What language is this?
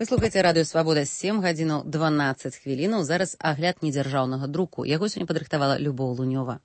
Belarusian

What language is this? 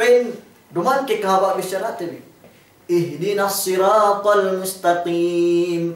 Yakan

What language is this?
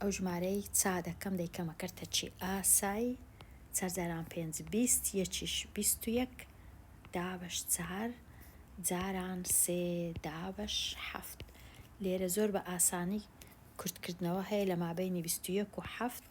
Central Kurdish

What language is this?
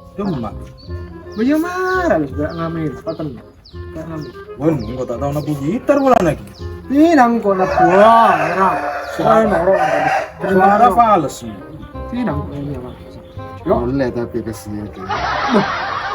Madurese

